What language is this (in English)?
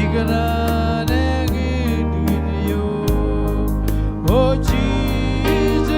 Marshallese